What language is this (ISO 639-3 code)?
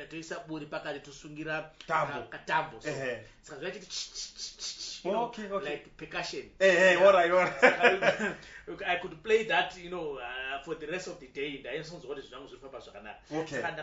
sna